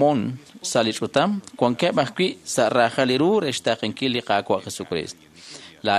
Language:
Kekchí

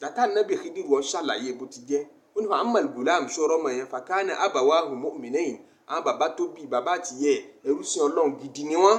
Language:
Yoruba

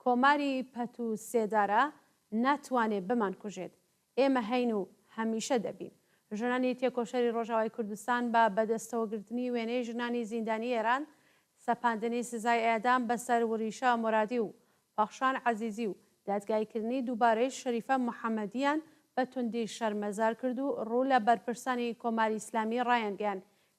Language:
Central Kurdish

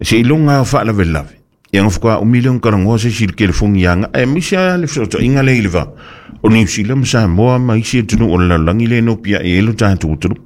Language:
Samoan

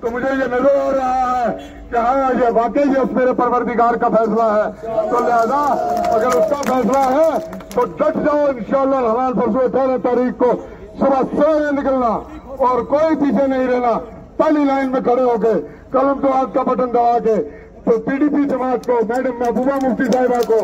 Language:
Gujari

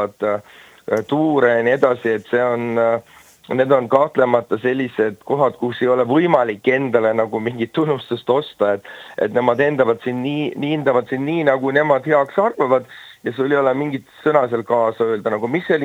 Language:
Estonian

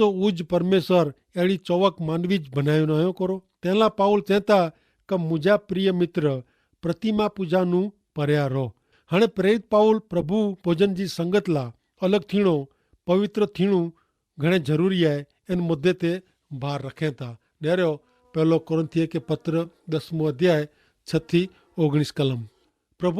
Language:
Kachhi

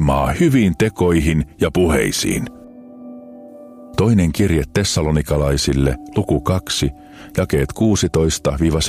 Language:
Finnish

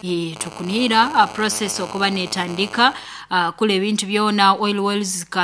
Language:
Nyoro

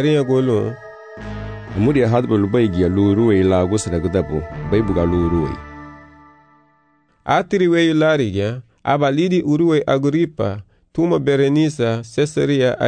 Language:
Garifuna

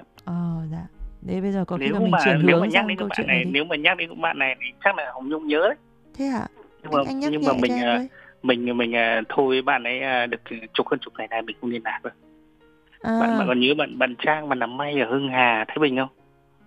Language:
Vietnamese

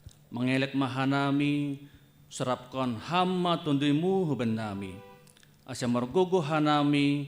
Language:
Batak Simalungun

